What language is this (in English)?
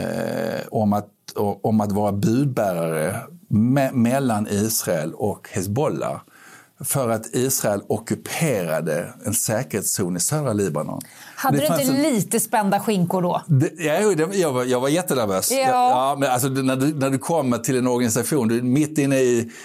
Swedish